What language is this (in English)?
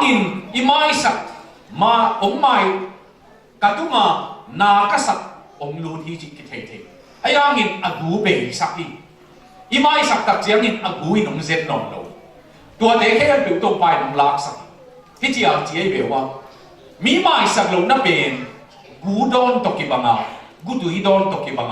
Tedim Chin